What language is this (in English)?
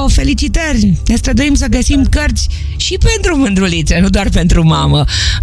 Romanian